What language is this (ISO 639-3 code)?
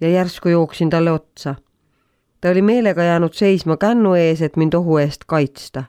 est